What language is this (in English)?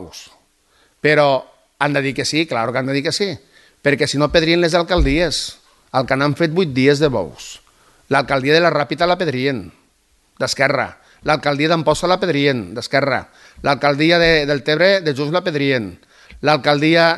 Catalan